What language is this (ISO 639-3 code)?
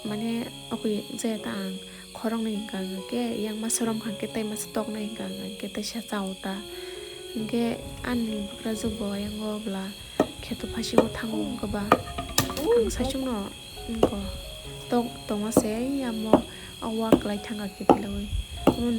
trp